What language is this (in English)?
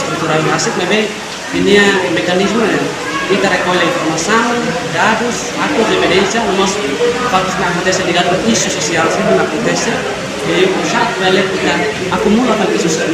Tetum